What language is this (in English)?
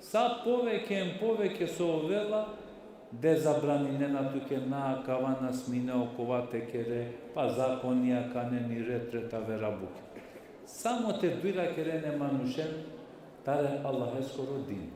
Balkan Romani